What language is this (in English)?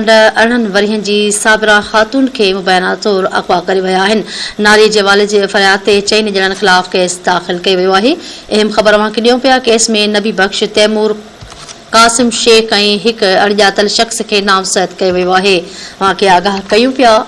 Sindhi